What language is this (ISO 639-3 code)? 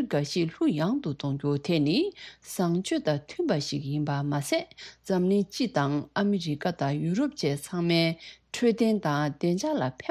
bod